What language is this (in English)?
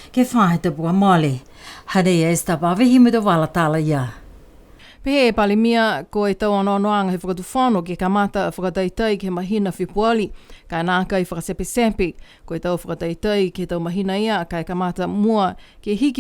Niuean